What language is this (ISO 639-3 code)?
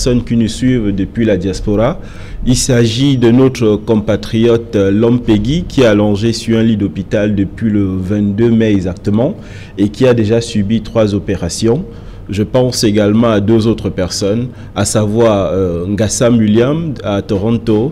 fra